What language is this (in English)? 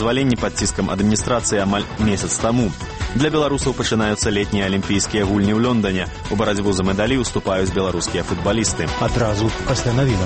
Belarusian